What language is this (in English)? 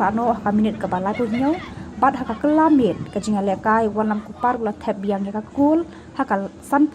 Khasi